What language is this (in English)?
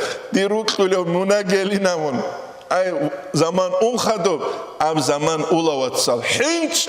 Avaric